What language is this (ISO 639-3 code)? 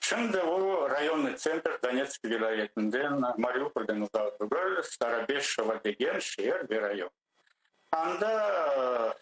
crh